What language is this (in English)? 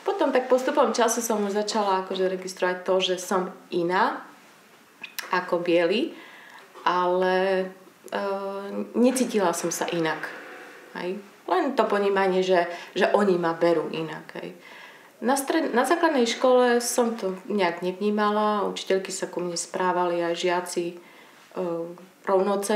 Slovak